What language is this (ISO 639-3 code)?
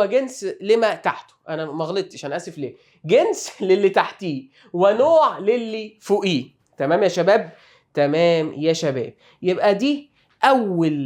arz